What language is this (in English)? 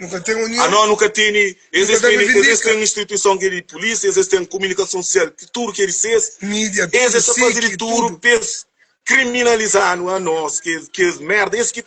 Kabuverdianu